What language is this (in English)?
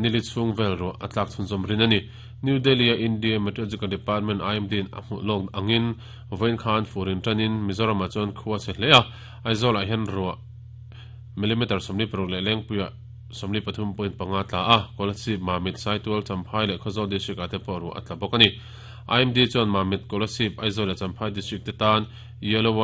Mizo